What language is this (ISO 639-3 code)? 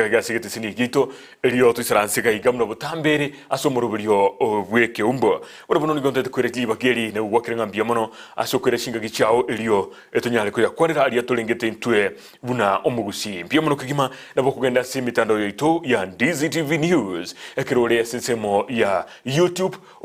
guz